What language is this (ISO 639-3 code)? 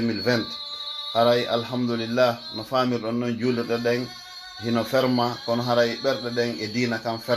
fuf